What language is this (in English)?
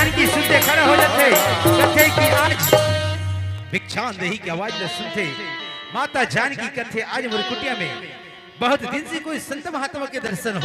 Chhattisgarhi